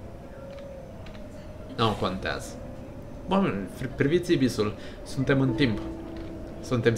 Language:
Romanian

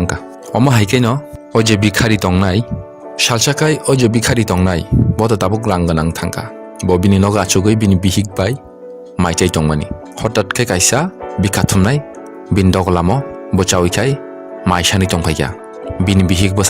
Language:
Kok Borok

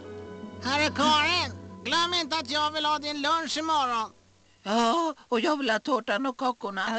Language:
Swedish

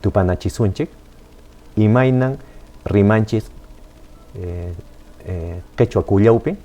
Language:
Quechua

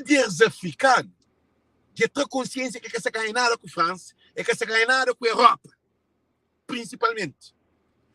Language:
Kabuverdianu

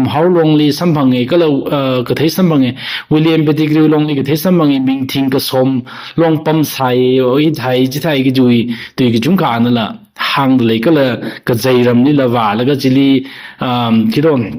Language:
Tangkhul Naga (India)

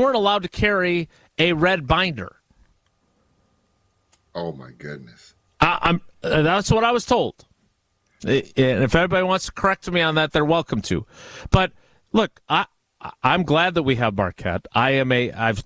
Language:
English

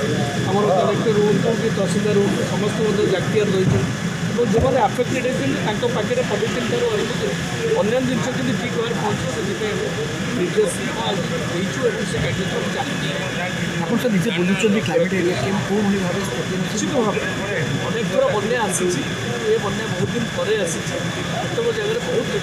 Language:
Odia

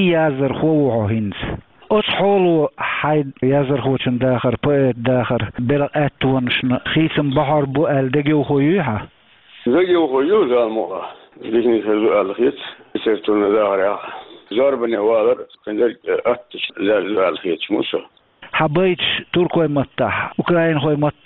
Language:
Chechen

